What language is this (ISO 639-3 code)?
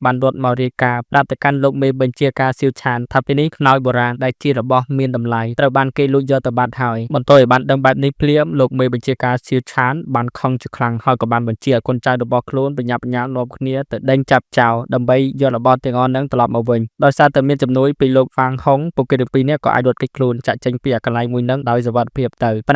khm